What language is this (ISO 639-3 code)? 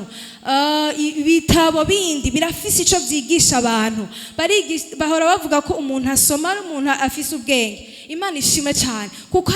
run